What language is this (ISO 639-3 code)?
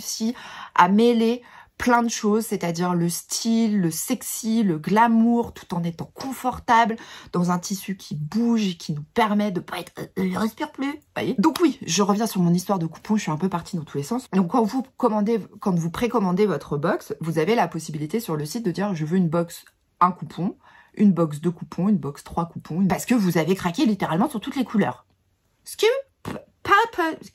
fra